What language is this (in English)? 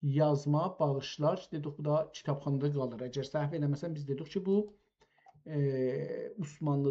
South Azerbaijani